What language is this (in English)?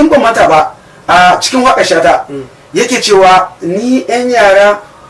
Hausa